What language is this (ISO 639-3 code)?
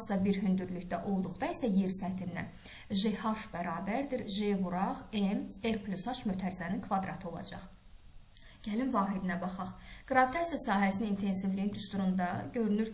aze